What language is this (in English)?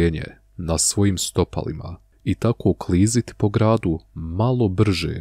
Bosnian